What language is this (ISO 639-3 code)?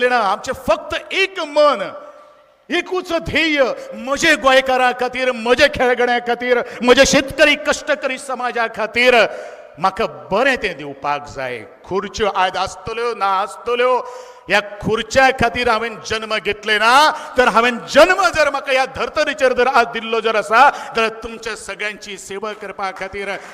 kok